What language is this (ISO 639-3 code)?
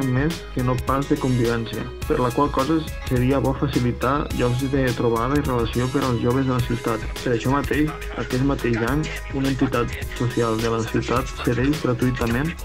cat